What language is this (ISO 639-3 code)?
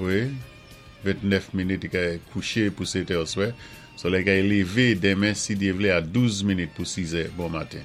acf